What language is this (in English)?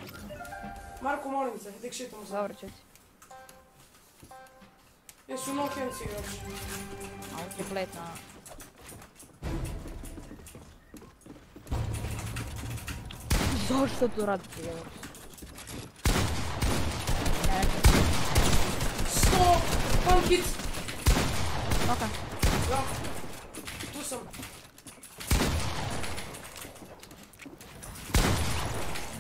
Croatian